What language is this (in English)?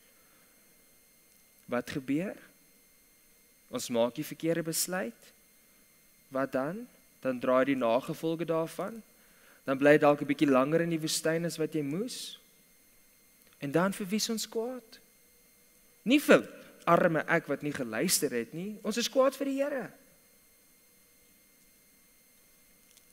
Afrikaans